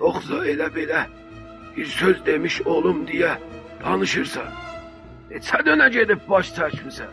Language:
South Azerbaijani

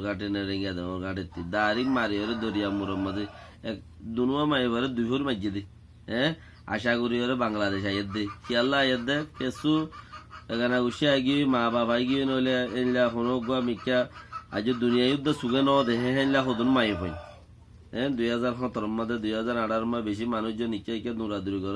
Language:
Rohingya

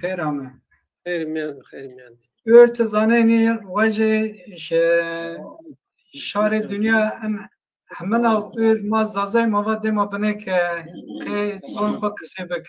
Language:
Zaza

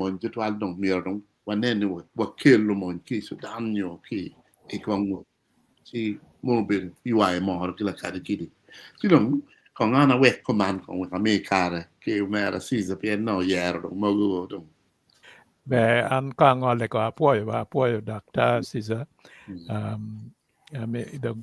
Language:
Acoli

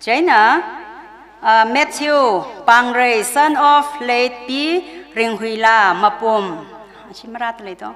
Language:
Tangkhul Naga (India)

